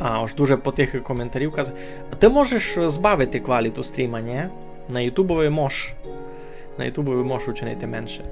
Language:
Rusyn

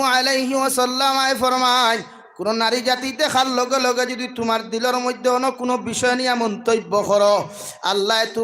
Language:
Sylheti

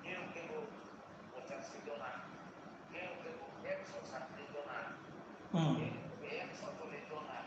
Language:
Riang (India)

